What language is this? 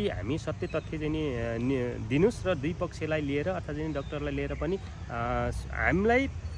Nepali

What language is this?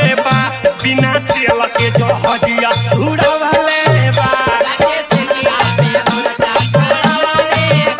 Bhojpuri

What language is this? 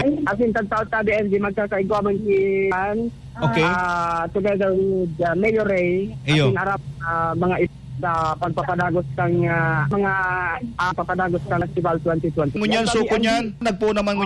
Bikol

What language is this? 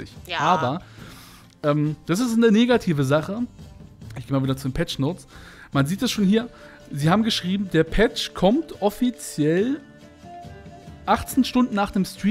German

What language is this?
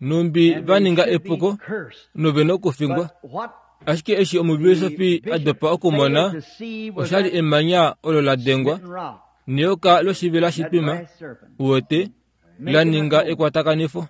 Kuanyama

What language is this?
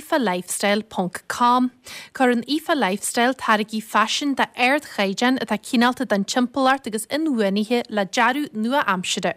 Irish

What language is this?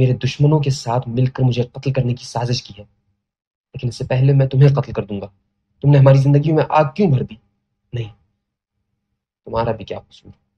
Urdu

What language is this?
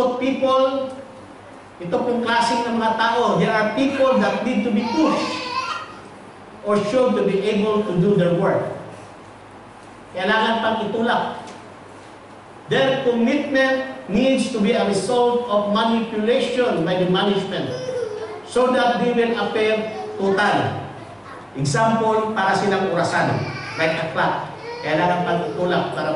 Filipino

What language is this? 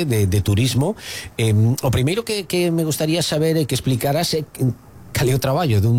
Galician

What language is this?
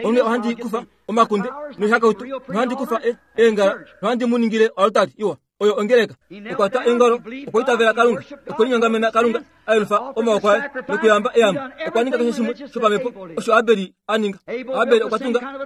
Kuanyama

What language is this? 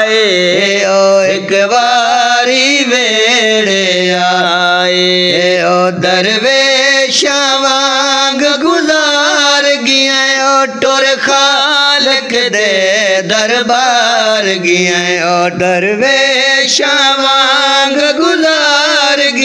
Saraiki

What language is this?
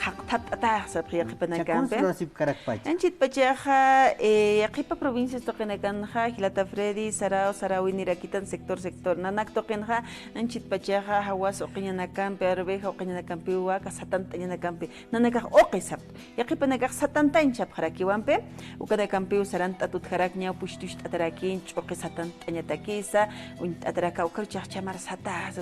Aymara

